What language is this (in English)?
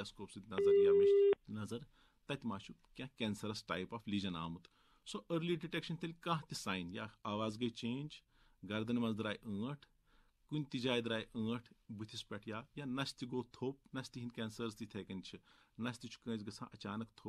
Kashmiri